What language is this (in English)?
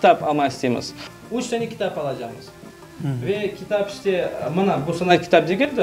Crimean Tatar